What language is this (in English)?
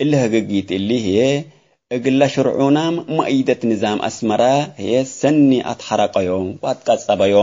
Tigre